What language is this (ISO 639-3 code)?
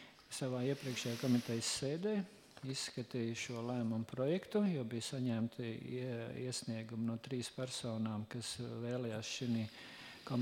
lav